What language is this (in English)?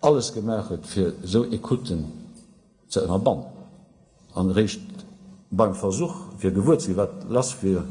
Luxembourgish